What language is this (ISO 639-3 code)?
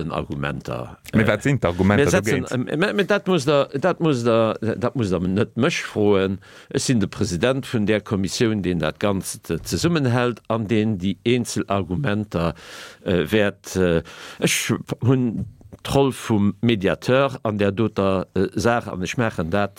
ltz